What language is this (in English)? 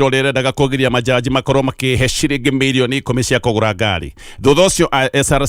Kikuyu